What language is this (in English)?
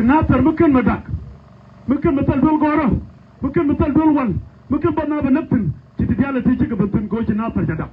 Nuer